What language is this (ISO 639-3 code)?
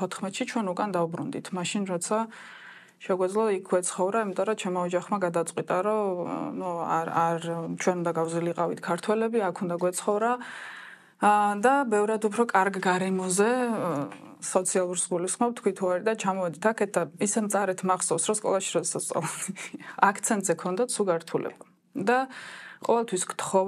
kat